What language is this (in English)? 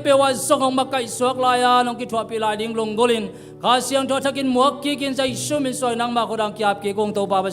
Tedim Chin